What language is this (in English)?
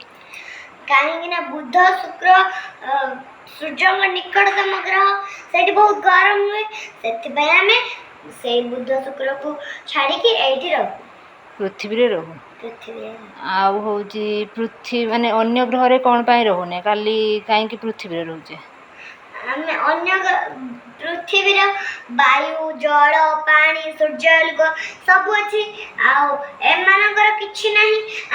Odia